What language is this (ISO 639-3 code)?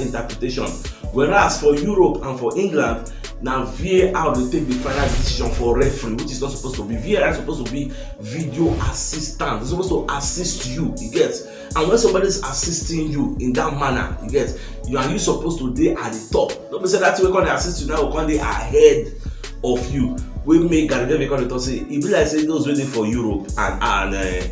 pcm